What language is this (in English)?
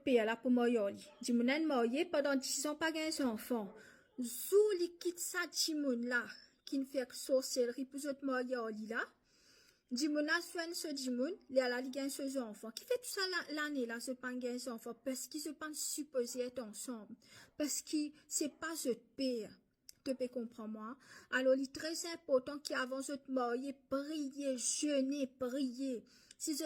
Morisyen